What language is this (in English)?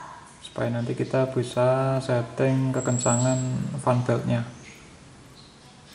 Indonesian